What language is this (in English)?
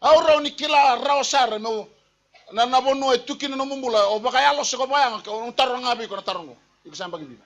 Fijian